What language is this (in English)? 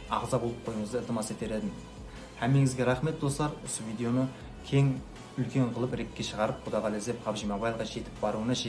Kara-Kalpak